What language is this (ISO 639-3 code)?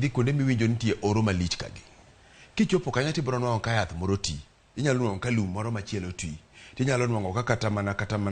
luo